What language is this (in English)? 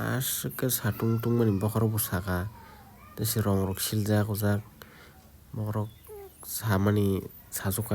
Kok Borok